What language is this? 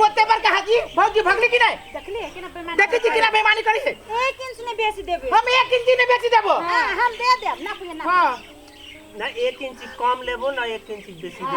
Maithili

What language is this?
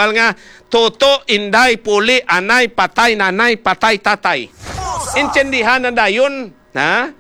Hiligaynon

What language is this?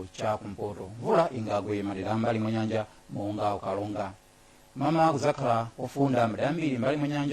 Nyanja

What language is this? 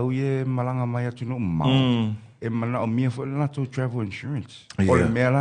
Samoan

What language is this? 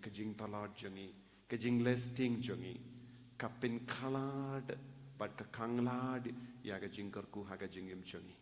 Khasi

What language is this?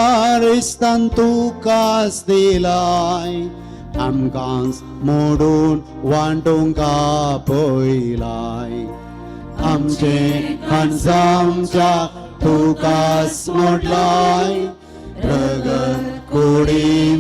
Konkani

